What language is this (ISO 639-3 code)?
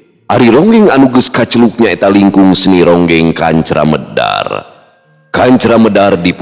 sun